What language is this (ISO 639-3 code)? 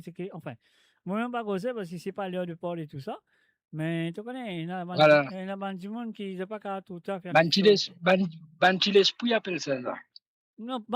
mfe